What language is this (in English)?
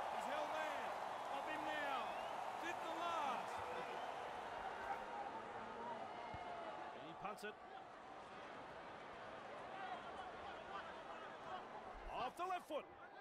English